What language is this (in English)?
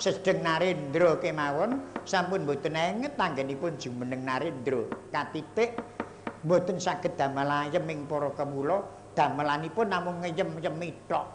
Javanese